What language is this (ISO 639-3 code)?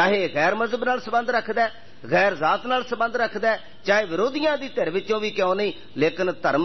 pan